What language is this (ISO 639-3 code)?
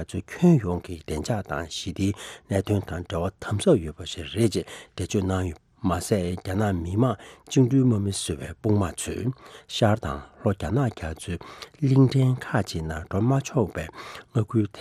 bod